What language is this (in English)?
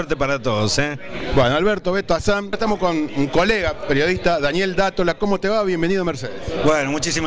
Spanish